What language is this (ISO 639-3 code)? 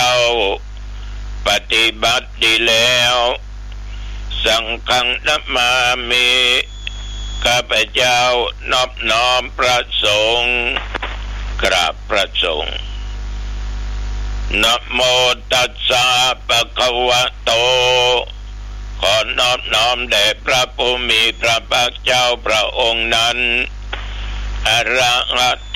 tha